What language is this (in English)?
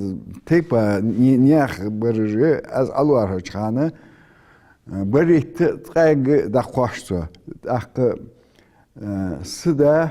Ingush